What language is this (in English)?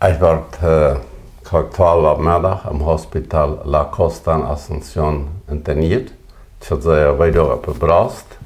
Plautdietsch